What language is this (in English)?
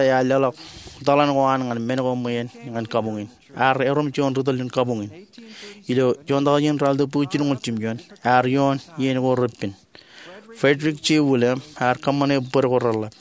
Marshallese